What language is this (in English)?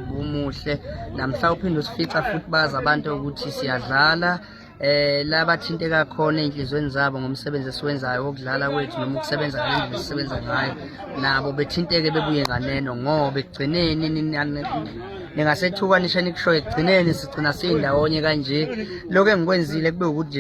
Zulu